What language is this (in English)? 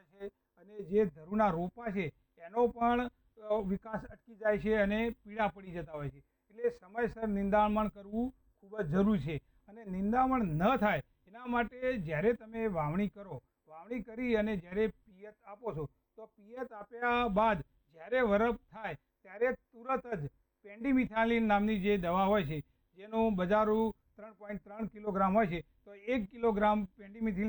Gujarati